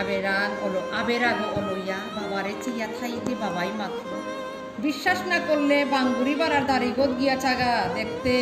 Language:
Bishnupriya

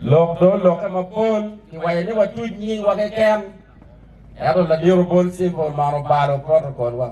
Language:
Acoli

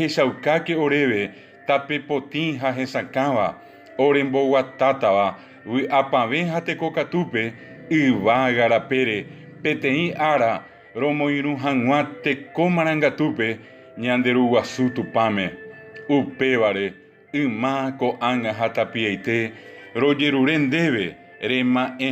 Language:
Guarani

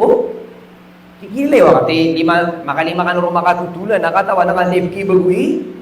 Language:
Maranao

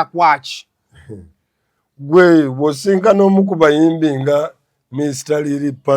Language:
Ganda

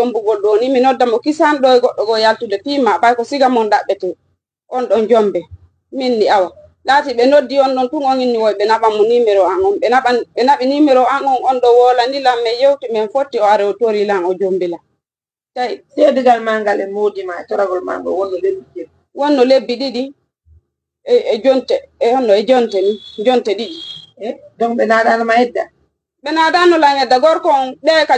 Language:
Fula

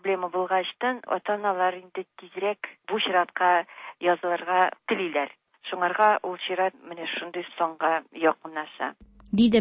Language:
Tatar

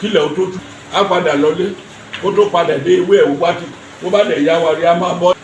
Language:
Yoruba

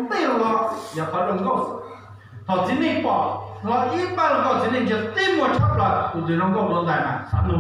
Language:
Hmong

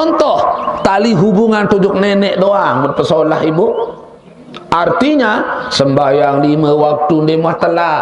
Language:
Sasak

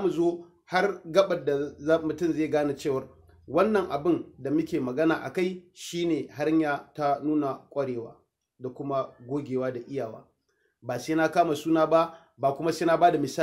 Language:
Hausa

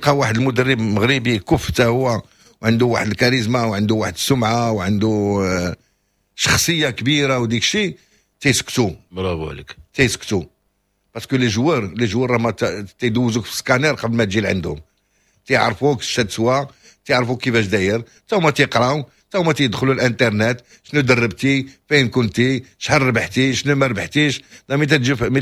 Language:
Moroccan Arabic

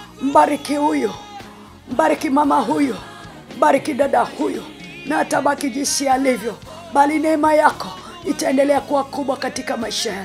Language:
Swahili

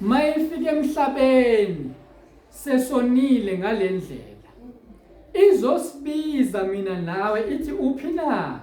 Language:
Zulu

